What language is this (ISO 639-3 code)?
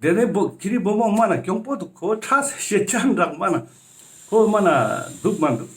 lbj